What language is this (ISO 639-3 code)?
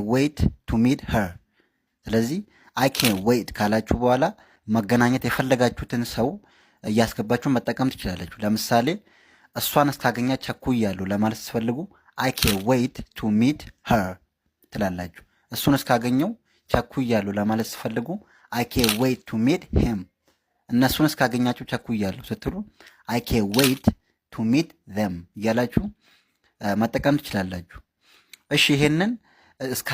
amh